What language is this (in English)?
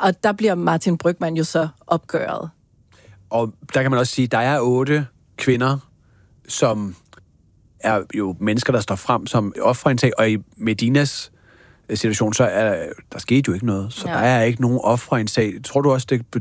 Danish